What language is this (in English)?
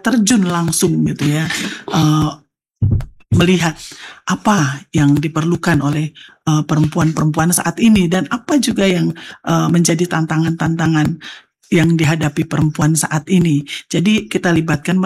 Indonesian